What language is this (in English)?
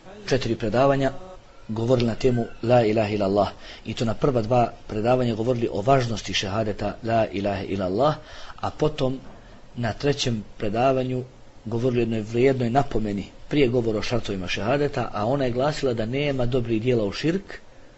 Bosnian